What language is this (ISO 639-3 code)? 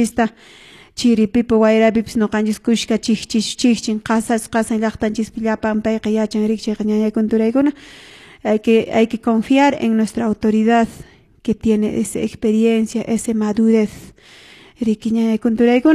que